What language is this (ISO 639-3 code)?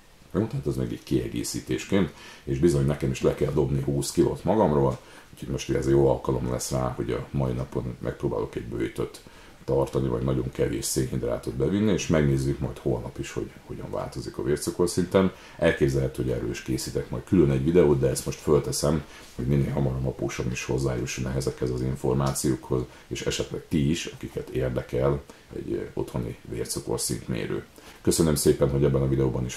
hun